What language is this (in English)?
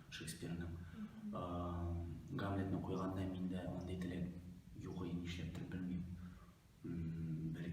Tatar